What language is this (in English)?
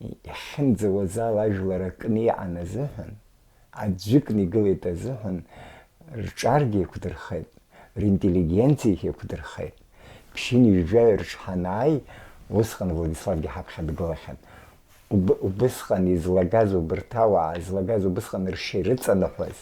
Abkhazian